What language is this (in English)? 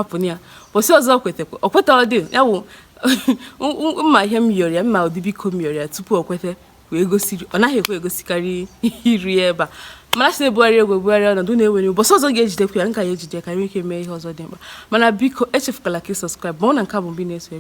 Igbo